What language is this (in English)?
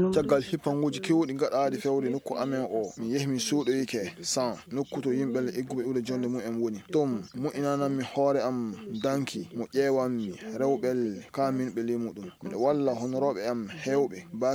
Fula